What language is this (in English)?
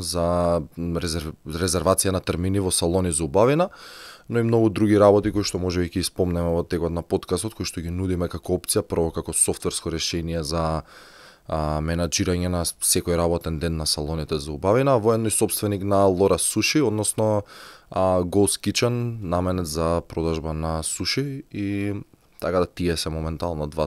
Macedonian